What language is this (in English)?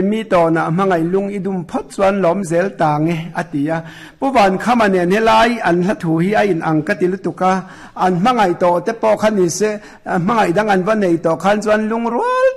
Mizo